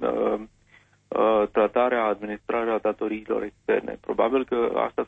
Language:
Romanian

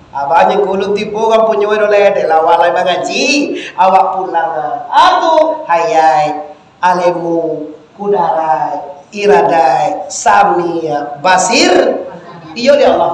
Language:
Minangkabau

